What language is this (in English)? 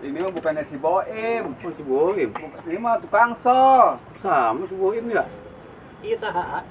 Betawi